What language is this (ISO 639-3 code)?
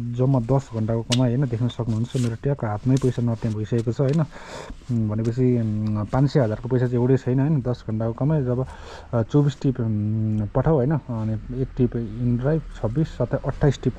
nep